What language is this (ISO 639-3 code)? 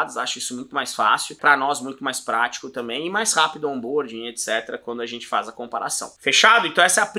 por